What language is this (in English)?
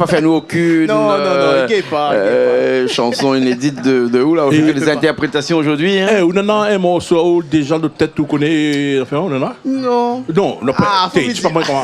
Réunion Creole French